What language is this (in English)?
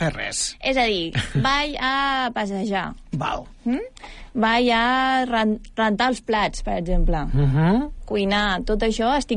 Catalan